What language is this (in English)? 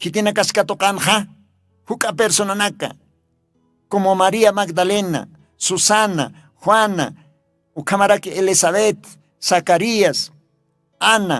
Aymara